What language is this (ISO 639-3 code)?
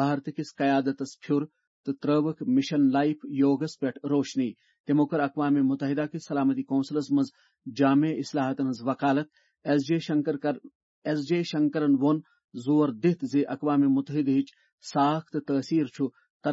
kas